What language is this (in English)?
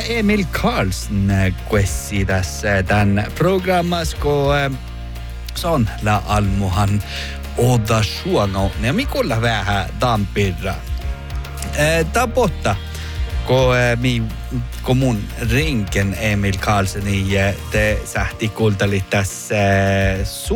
Northern Sami